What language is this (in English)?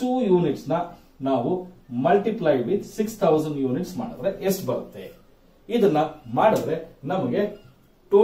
Kannada